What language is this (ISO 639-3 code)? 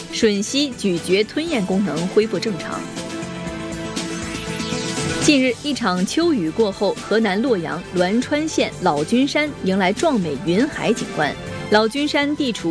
zho